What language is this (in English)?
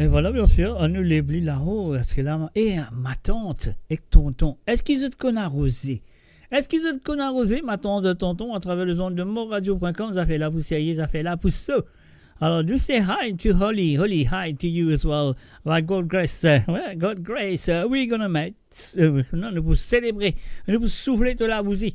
Morisyen